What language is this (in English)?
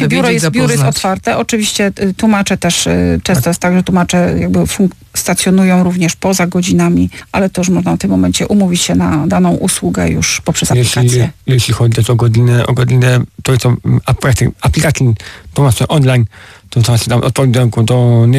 Polish